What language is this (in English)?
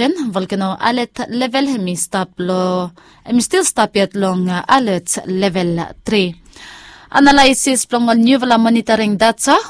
Bislama